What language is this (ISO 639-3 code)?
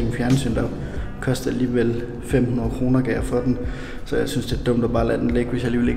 dan